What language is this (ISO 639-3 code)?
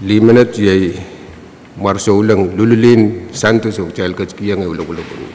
pon